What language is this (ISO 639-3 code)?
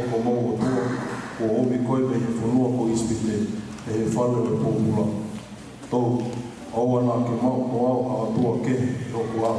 ton